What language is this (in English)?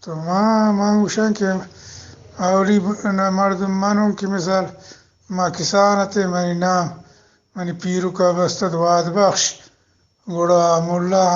Eastern Balochi